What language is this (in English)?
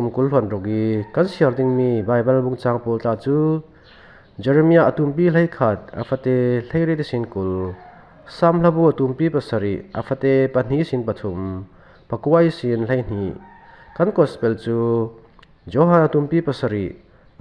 Falam Chin